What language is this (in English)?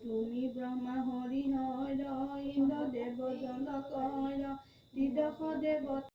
Assamese